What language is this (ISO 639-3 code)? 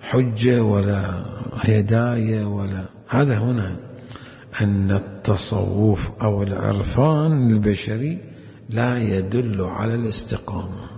acm